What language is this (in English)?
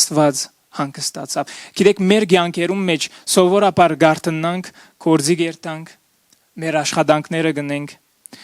Western Armenian